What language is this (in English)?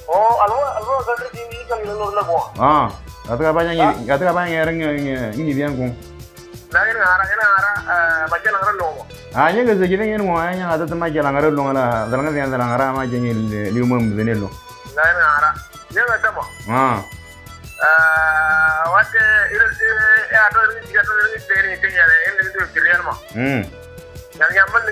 Moro